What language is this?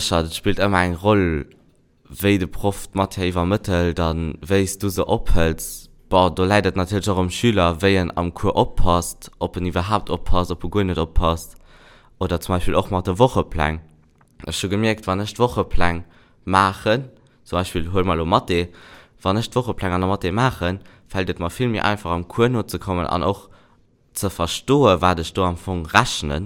Luxembourgish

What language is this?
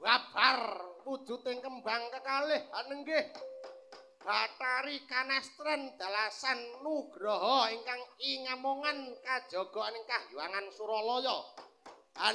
Javanese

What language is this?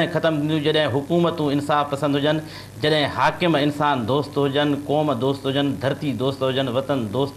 Sindhi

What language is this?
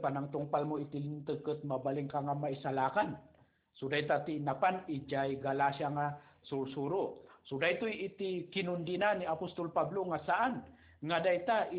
Iloko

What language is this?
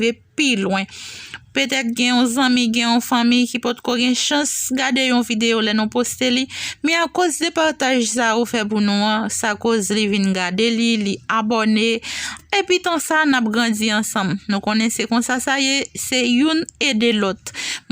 Haitian Creole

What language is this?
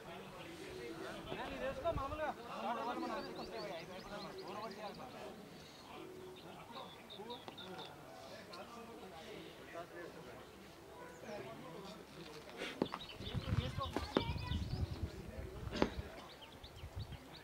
Telugu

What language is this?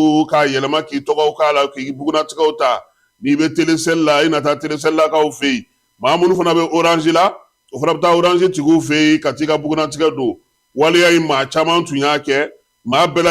Bambara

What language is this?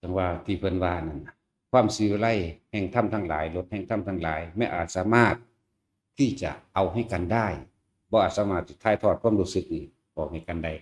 Northeastern Thai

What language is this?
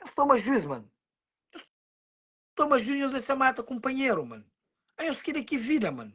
Kabuverdianu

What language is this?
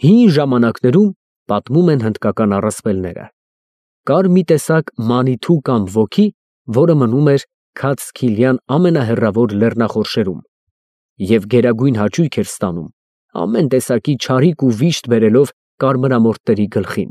Armenian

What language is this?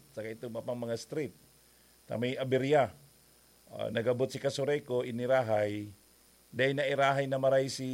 Bikol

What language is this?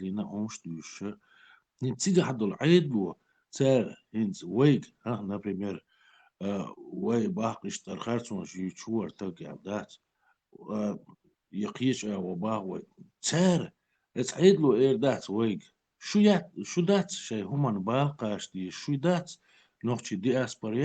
Chechen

